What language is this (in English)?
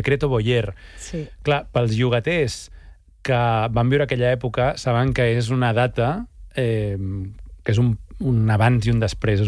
Catalan